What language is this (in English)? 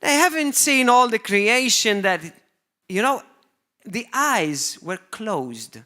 English